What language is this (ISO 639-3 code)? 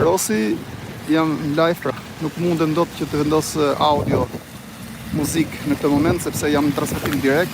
sqi